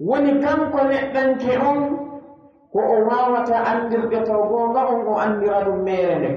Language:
Pular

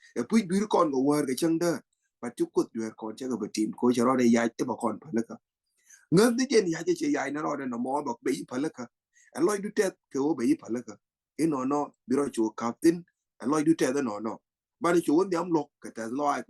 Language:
Nuer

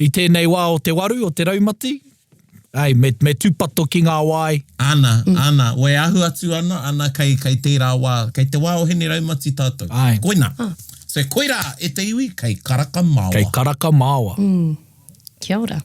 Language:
Māori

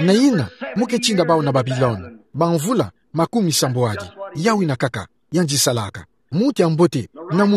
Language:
Kituba (Democratic Republic of Congo)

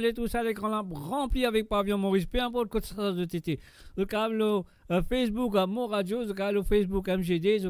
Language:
Morisyen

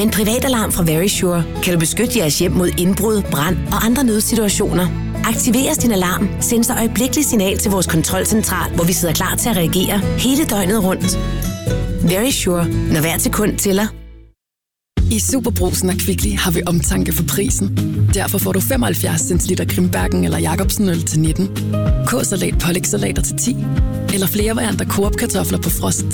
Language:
Danish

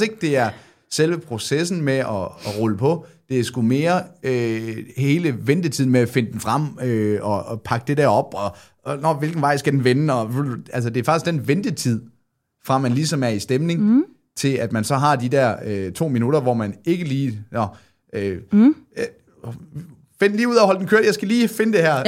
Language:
Danish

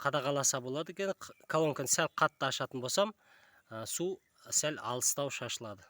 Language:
Kazakh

